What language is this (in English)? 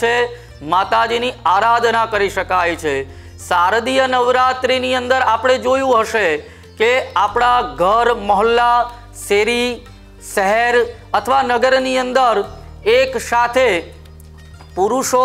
Gujarati